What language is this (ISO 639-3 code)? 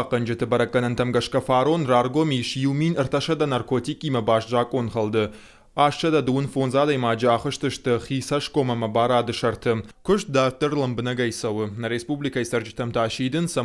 oss